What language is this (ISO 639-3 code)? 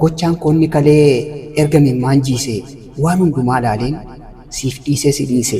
orm